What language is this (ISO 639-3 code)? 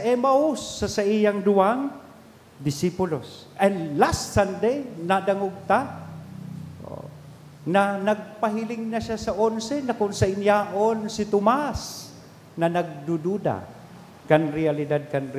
bik